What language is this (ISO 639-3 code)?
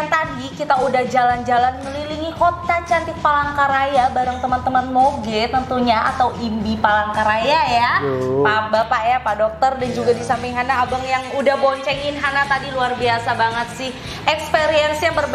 ind